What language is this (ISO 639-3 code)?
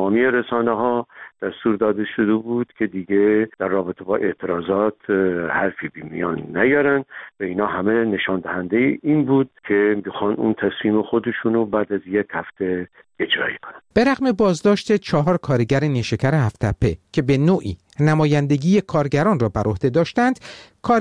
fas